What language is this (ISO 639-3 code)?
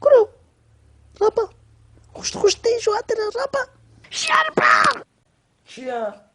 kur